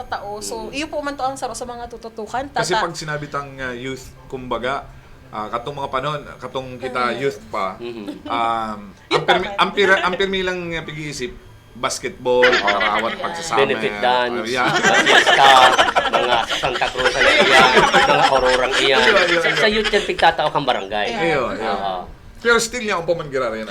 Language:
Bikol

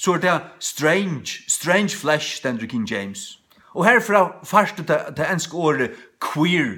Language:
Faroese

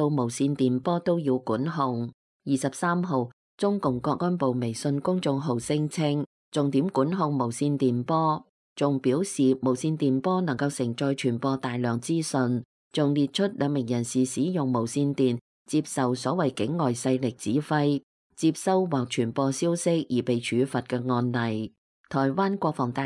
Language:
Cantonese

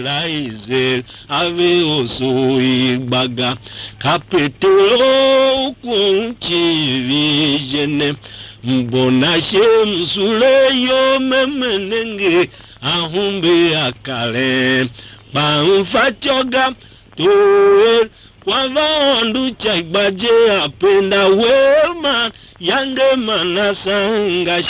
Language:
Tiv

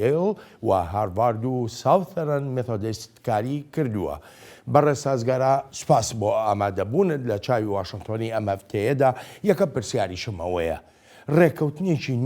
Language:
Central Kurdish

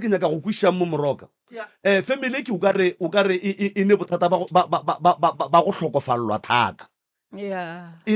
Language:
Northern Sotho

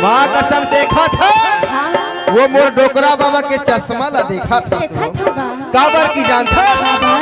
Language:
Chhattisgarhi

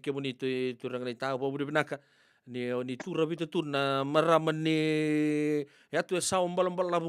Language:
Fijian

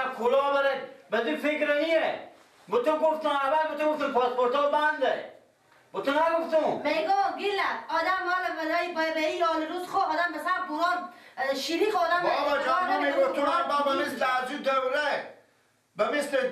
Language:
Persian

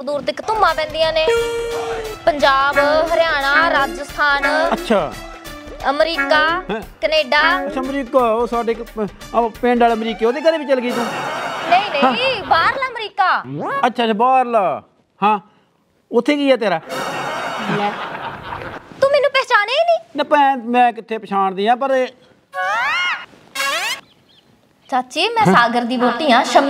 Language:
Punjabi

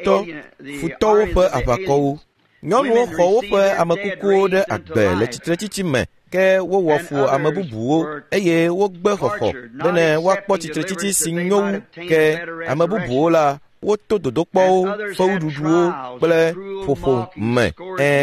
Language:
Ewe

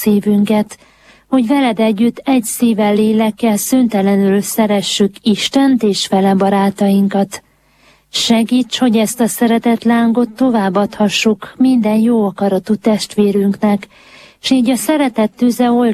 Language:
Hungarian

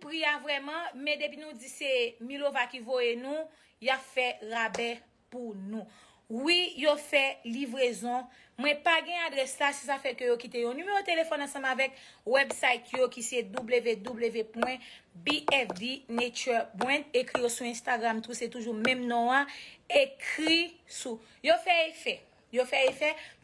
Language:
Haitian Creole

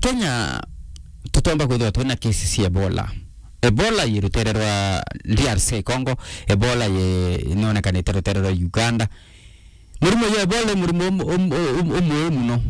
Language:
Meru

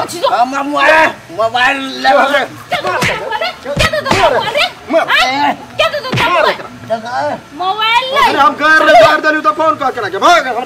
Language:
Maithili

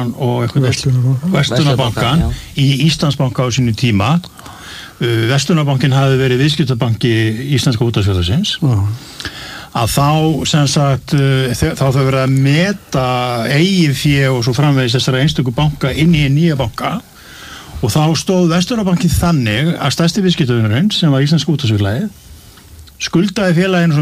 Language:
Icelandic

